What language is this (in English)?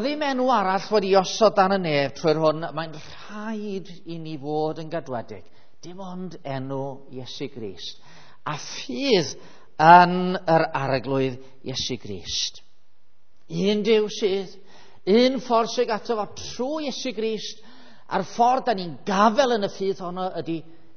Welsh